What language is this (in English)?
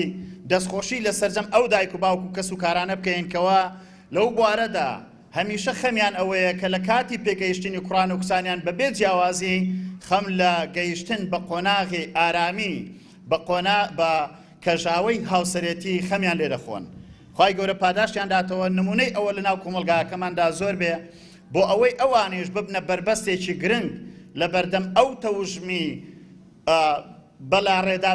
Central Kurdish